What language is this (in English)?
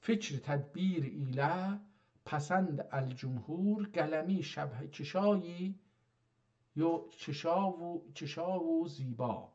South Azerbaijani